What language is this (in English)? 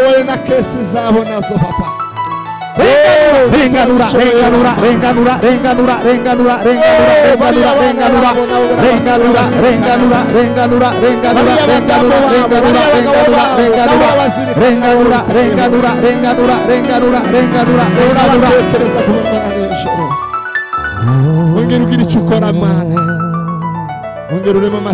Kinyarwanda